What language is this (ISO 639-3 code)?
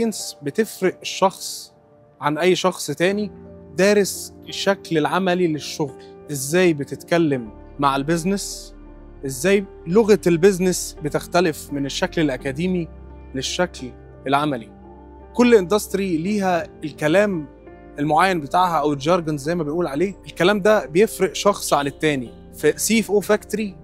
arz